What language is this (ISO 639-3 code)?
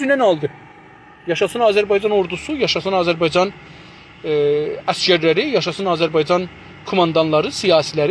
azb